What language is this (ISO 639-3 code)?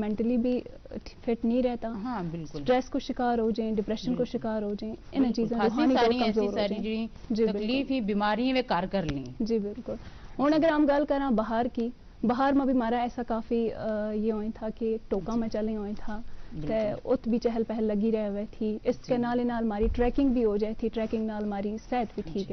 gju